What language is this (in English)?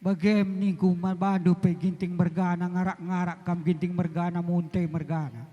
Batak Karo